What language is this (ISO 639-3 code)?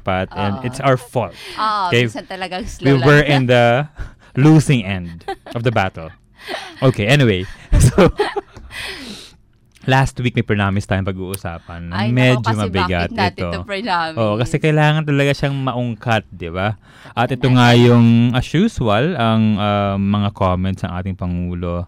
fil